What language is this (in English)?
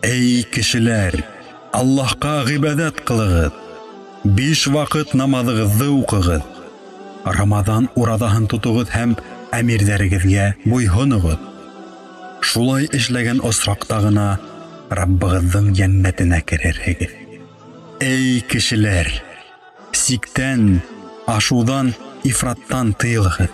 Bashkir